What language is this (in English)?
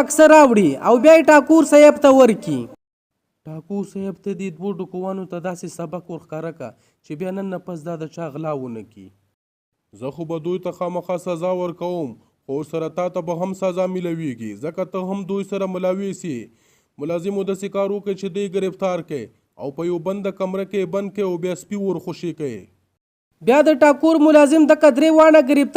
Pashto